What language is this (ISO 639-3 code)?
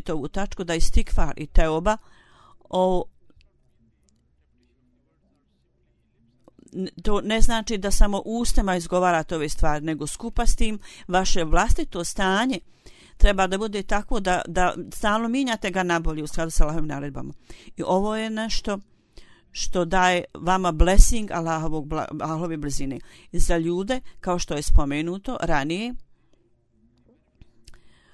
bos